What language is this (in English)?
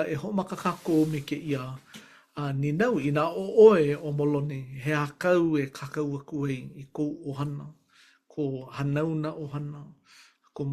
Hawaiian